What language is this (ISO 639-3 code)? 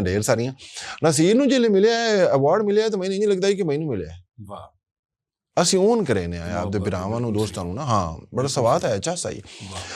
lah